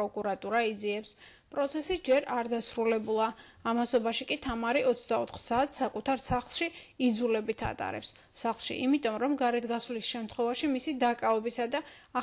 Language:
Georgian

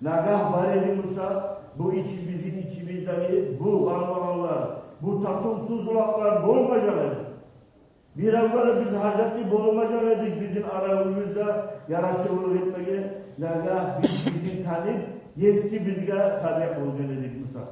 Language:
Kumyk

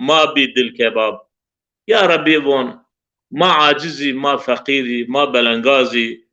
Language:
Zaza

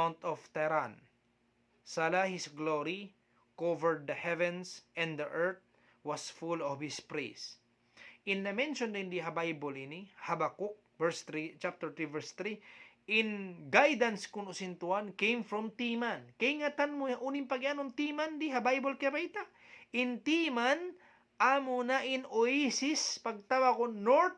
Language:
Tausug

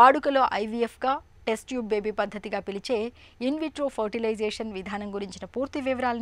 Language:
Telugu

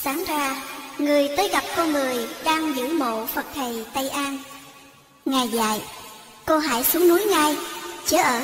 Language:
Vietnamese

